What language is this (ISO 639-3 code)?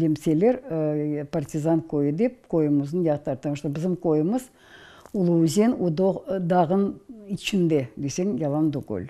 crh